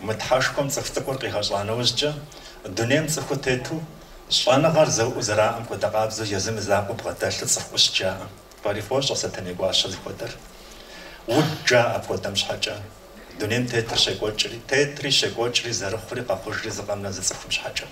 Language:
Kabardian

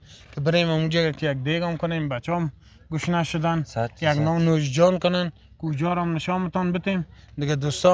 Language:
Persian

